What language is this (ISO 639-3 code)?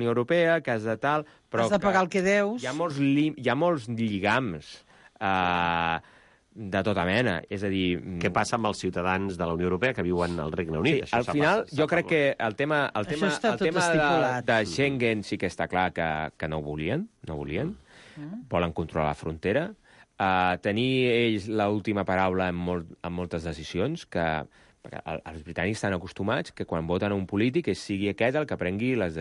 cat